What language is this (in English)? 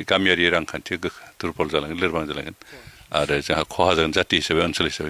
Bodo